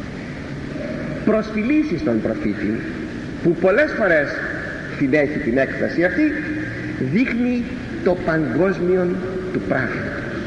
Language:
Greek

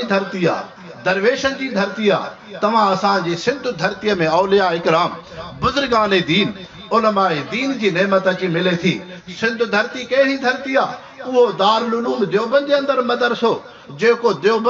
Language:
Sindhi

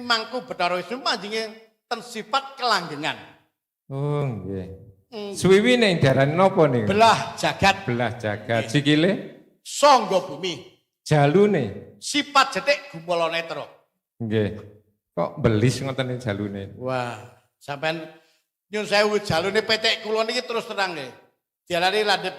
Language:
Javanese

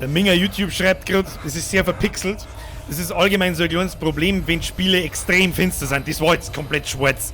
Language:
Bavarian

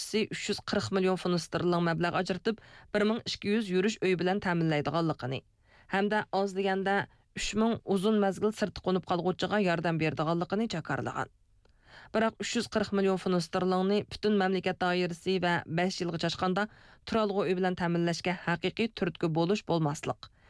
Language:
Uyghur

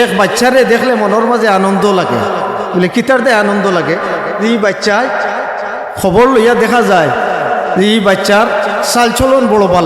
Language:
Sylheti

